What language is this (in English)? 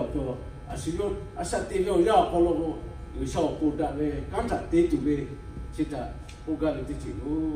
Lahu